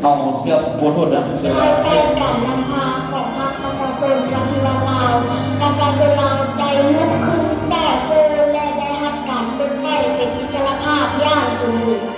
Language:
Lao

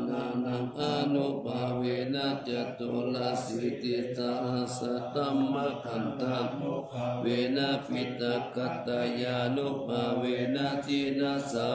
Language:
Pali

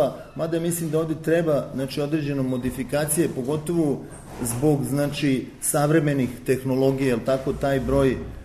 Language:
Serbian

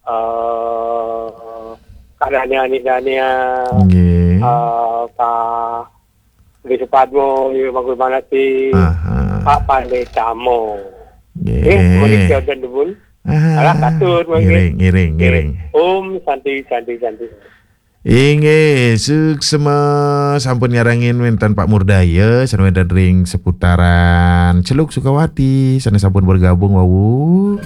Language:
Balinese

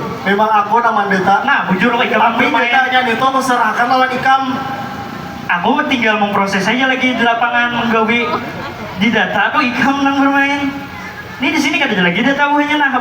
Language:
Banjar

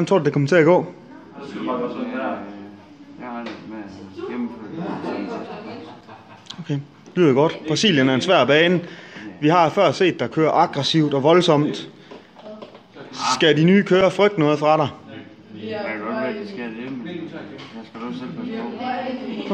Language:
Danish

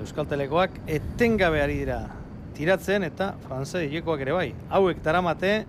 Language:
Basque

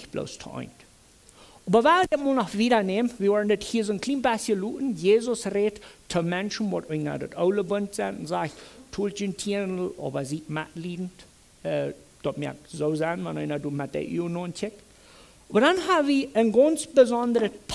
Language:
Plautdietsch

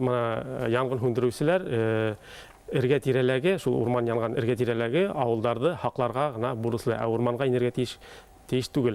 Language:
Bashkir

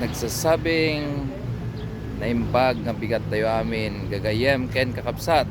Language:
Iloko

